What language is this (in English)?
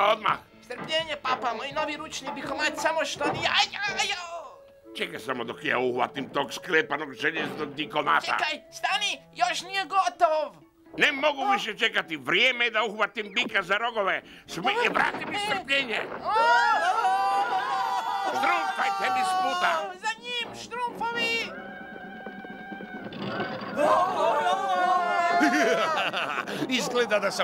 Croatian